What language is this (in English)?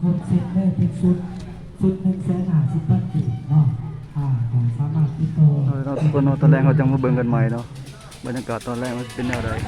Lao